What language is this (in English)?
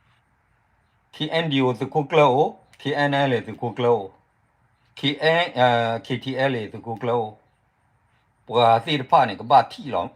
S'gaw Karen